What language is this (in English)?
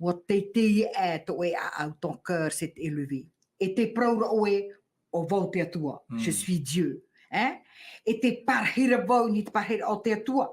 Tahitian